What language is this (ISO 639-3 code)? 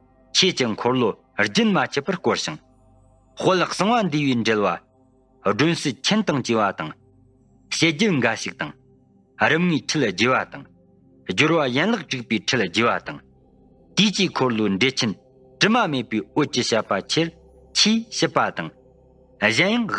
bod